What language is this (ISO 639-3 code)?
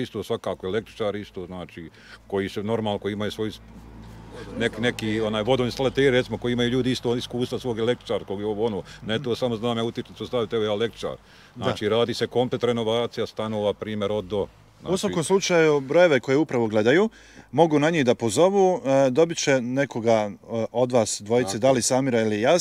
bos